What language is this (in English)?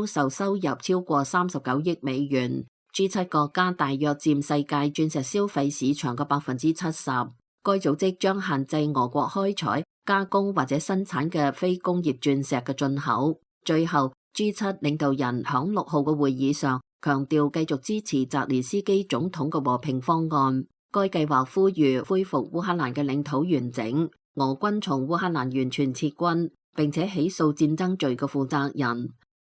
Cantonese